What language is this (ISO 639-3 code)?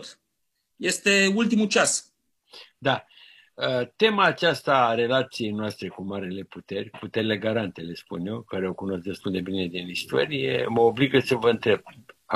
ron